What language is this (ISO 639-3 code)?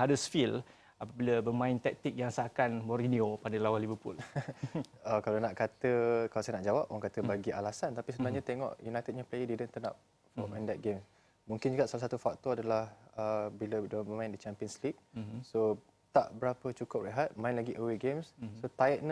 msa